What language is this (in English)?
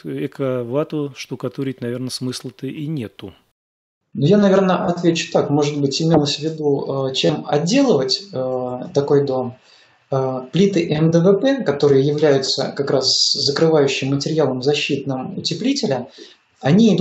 Russian